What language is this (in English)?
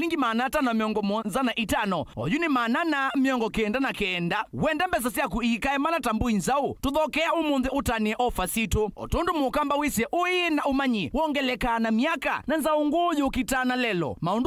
Kamba